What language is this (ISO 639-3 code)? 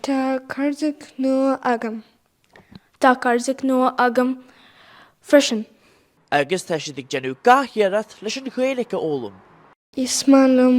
gle